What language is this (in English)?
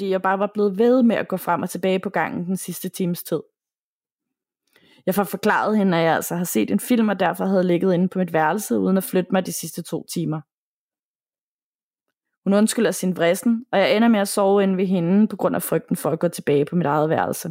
Danish